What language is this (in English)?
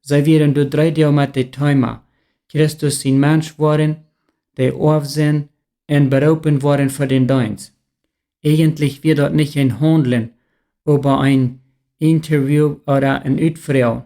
Plautdietsch